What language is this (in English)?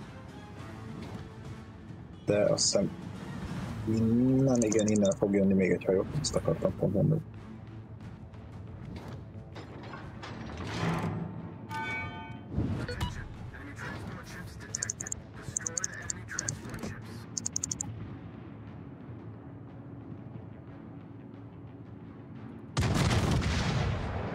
Hungarian